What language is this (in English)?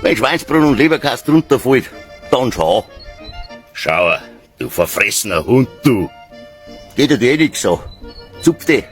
Bavarian